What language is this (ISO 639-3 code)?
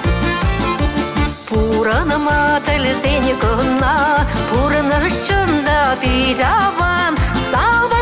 chv